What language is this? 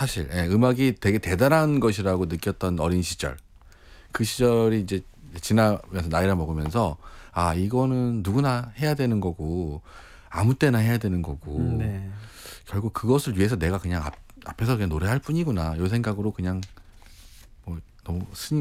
Korean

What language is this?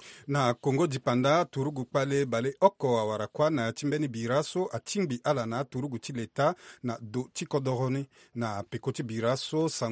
Sango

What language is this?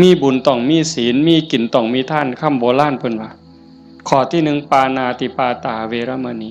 Northeastern Thai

